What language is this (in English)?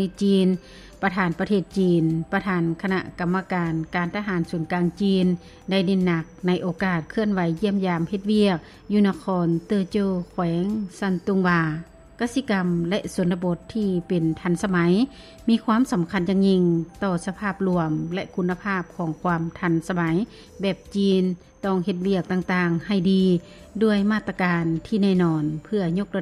Lao